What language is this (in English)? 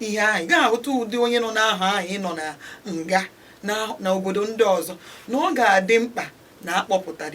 Igbo